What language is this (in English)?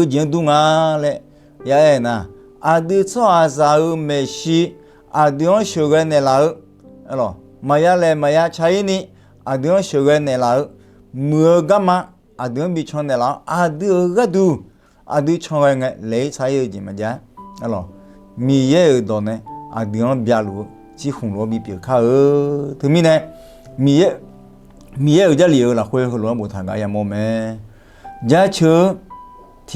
Akha